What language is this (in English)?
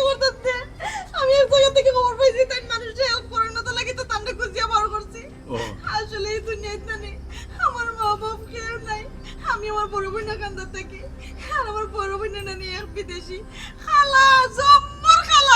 Sylheti